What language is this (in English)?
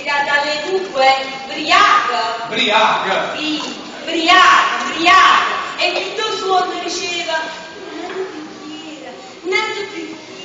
Neapolitan